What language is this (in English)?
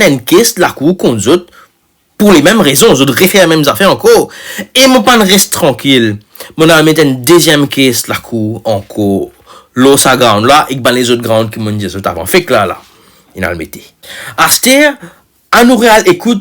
Morisyen